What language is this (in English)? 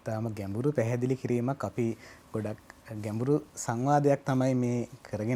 Sinhala